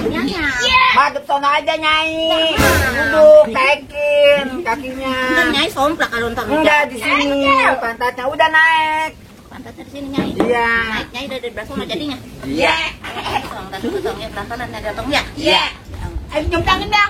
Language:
Betawi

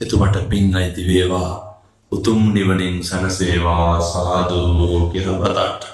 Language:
Sinhala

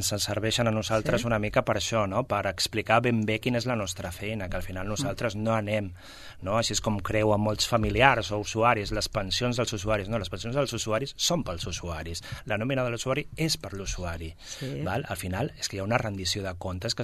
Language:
Catalan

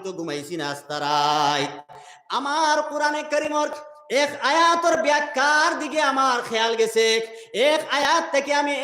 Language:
Sylheti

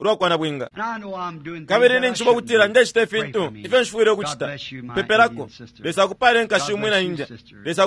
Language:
Bemba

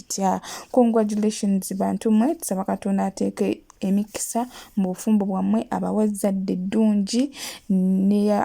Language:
Ganda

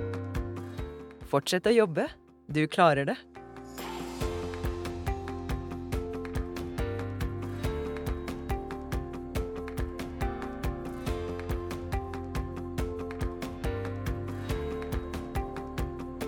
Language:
Norwegian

